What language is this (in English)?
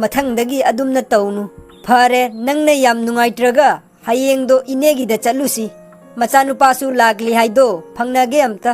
Manipuri